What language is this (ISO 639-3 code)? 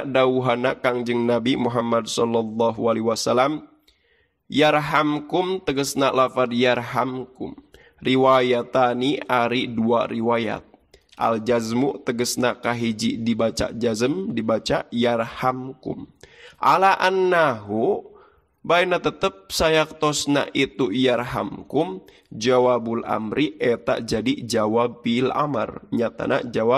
sun